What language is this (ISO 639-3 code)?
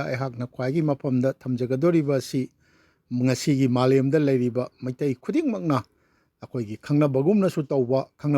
mni